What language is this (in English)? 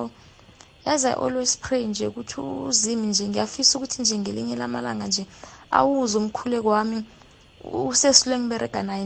South Ndebele